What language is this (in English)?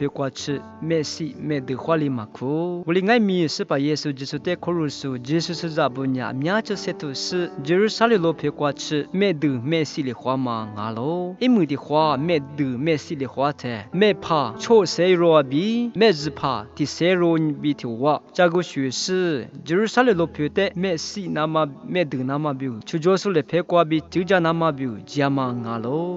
Lisu